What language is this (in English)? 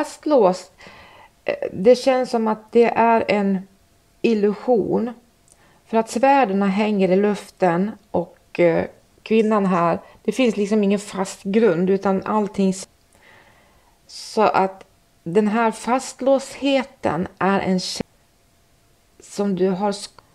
Swedish